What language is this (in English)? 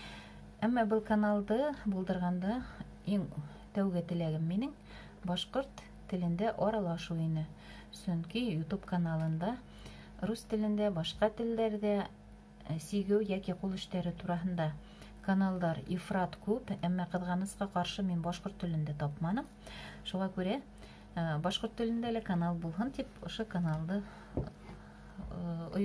Bashkir